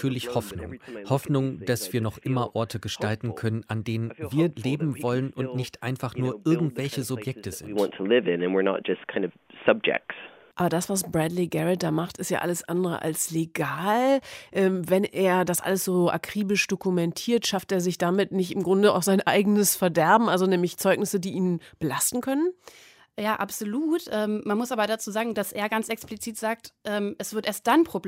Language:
German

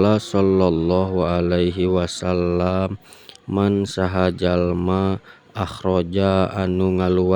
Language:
Sundanese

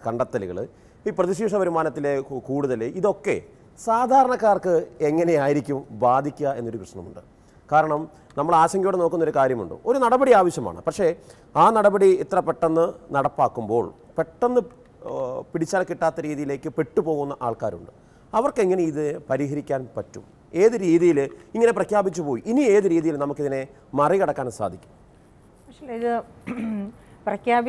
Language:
Malayalam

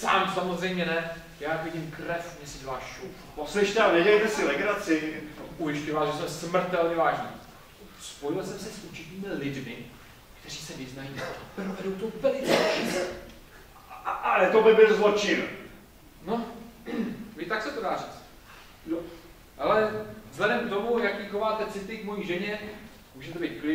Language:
Czech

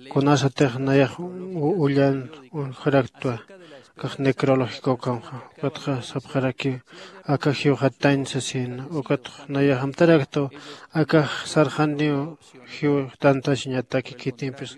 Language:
Aymara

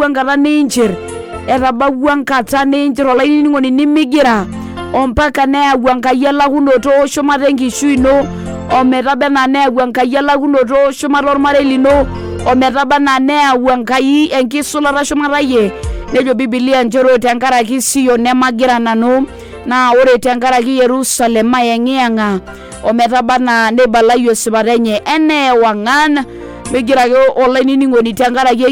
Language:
Masai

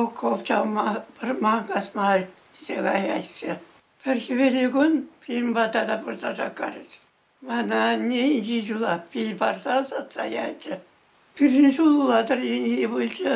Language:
Chuvash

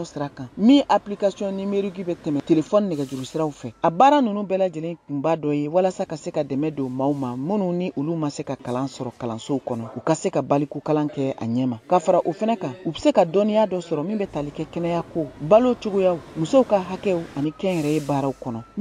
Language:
Bambara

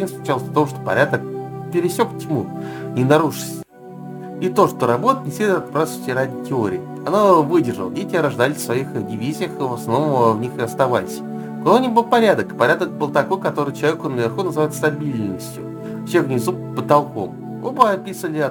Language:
Russian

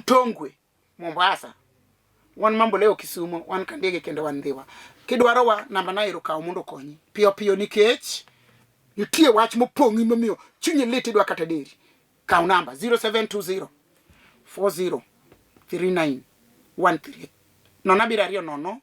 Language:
Luo (Kenya and Tanzania)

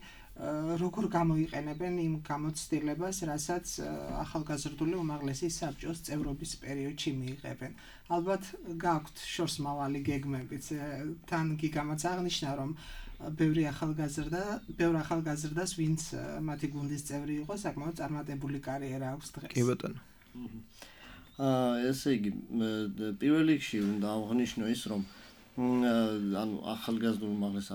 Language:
Georgian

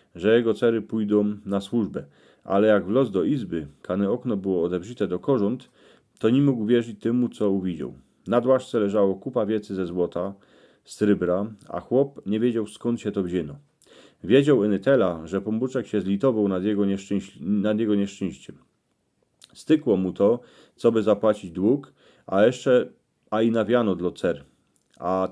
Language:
Silesian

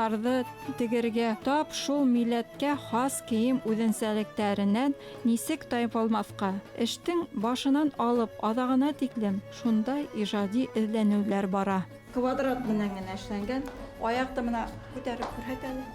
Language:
Bashkir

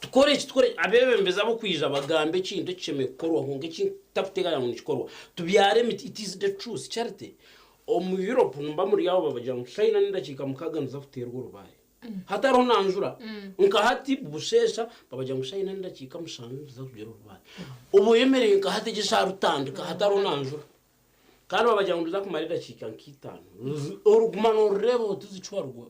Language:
Nyankole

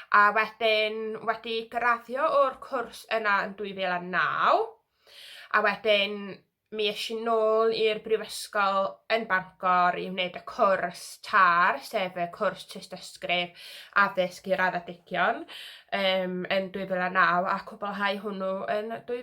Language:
Welsh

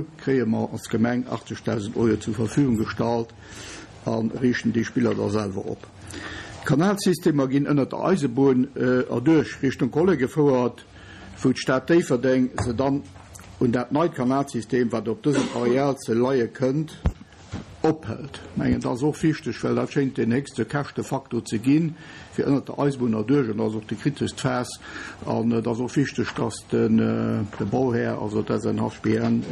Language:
Luxembourgish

